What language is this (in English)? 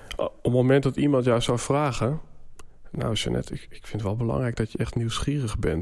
Dutch